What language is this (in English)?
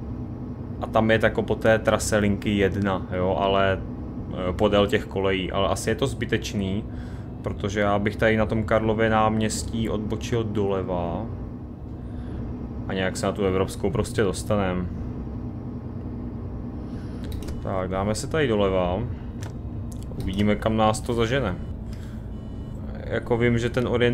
Czech